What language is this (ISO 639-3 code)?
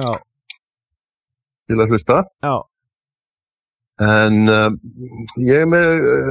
isl